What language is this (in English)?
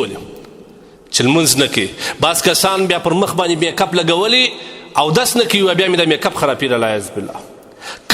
Pashto